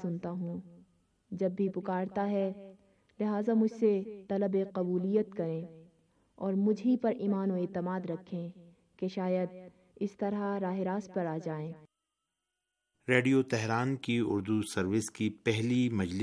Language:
Urdu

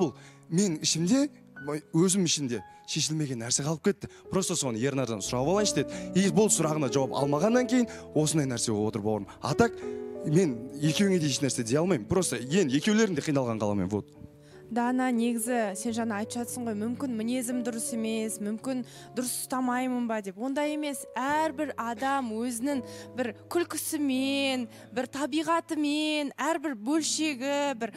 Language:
Kazakh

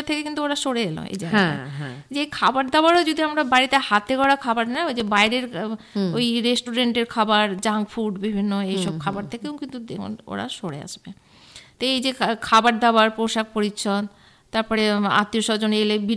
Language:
Bangla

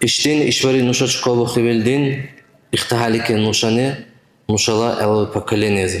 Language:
Dargwa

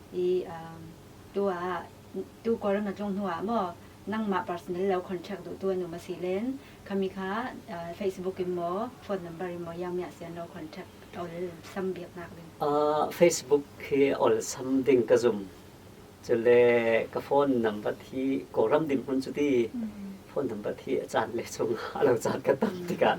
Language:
Falam Chin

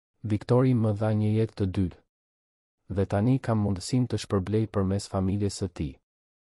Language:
Albanian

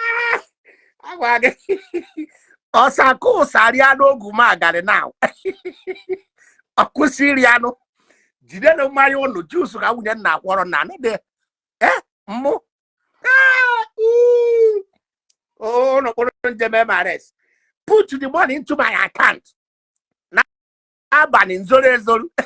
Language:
Igbo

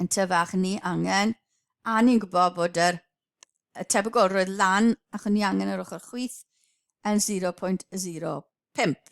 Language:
Welsh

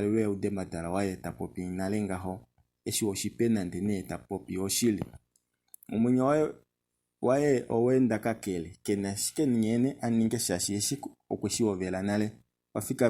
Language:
Kuanyama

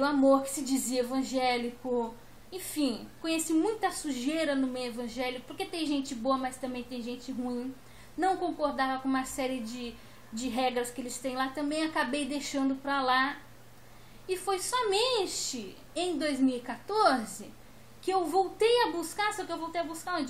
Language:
Portuguese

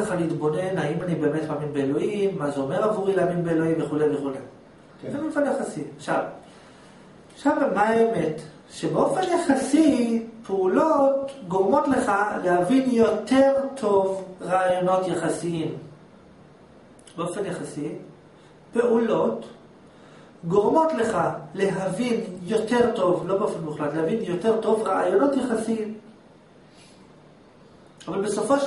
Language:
Hebrew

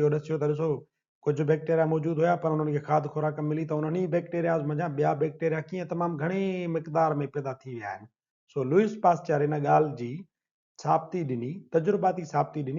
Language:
Sindhi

